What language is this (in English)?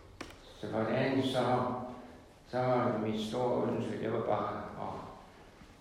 Danish